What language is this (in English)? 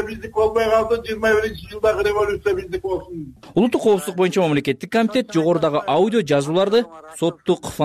Kyrgyz